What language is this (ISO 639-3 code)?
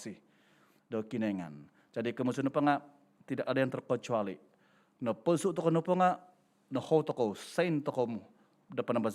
dtp